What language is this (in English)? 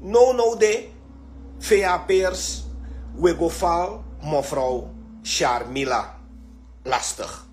Sranan Tongo